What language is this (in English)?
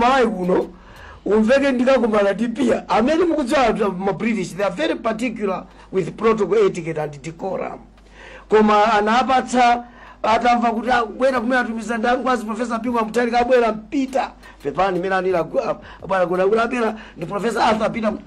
Nyanja